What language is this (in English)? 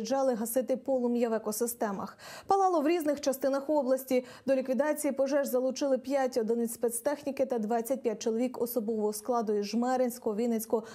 Ukrainian